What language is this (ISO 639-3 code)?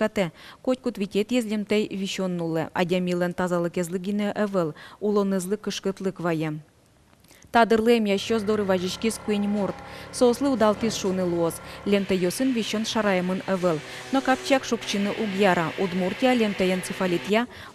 udm